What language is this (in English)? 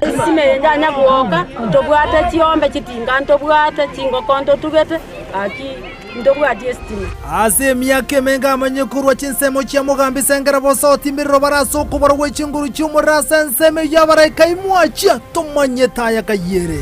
Gusii